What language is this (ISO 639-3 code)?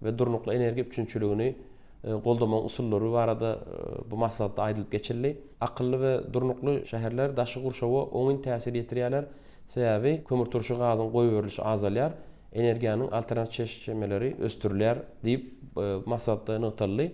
tuk